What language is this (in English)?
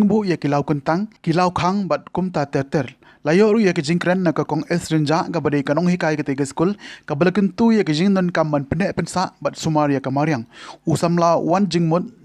Khasi